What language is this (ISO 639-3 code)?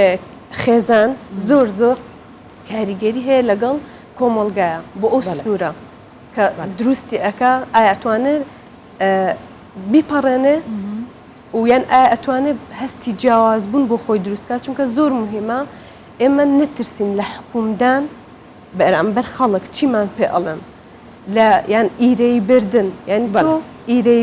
ckb